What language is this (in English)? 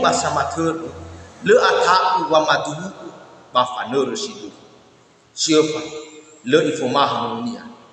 Nias